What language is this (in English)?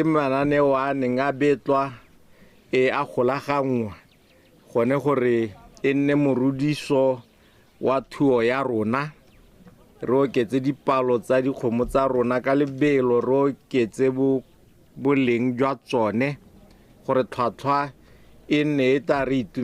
Tswana